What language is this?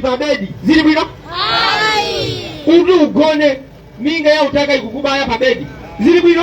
Nyanja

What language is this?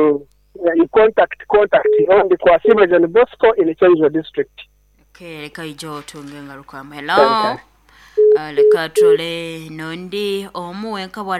Nyoro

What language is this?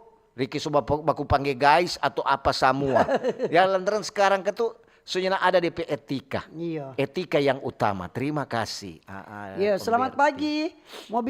Manado Malay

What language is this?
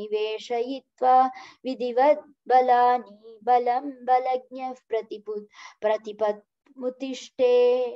Sanskrit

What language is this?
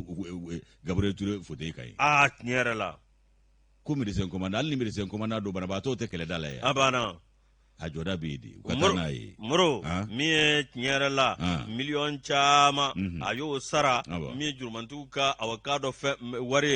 Bambara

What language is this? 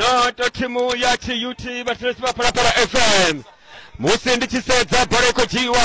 Venda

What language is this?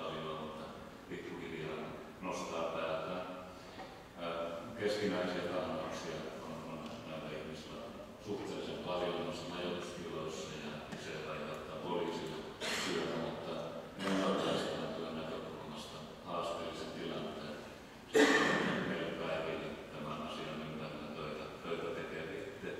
Finnish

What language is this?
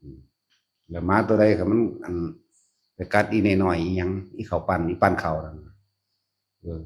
Northeastern Thai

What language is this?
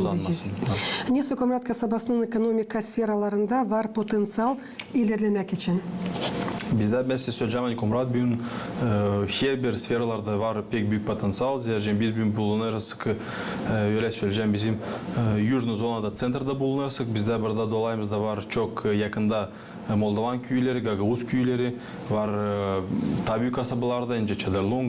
Gagauz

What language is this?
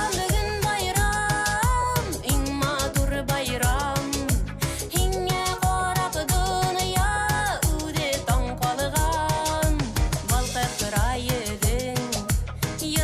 Bashkir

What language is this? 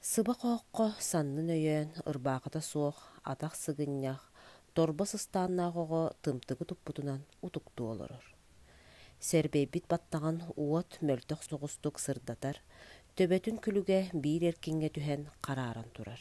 Yakut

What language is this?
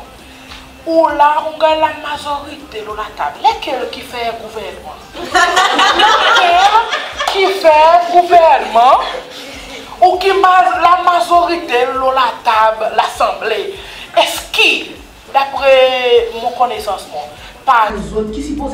Seselwa Creole French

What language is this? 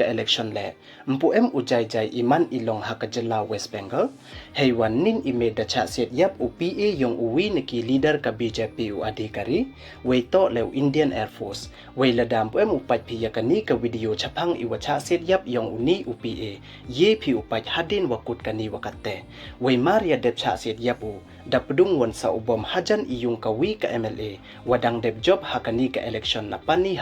Pnar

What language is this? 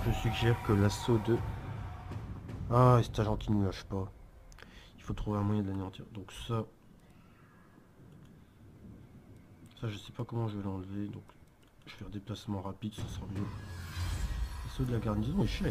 French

